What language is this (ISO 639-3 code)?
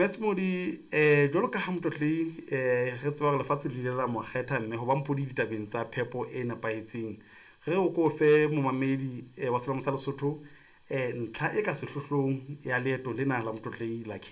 sot